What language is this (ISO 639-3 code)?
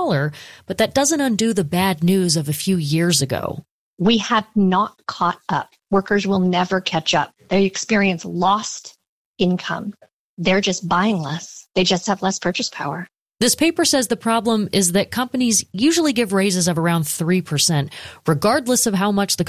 eng